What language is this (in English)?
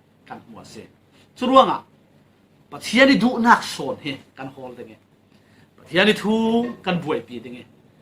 Falam Chin